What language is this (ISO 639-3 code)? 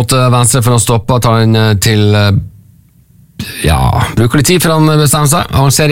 nor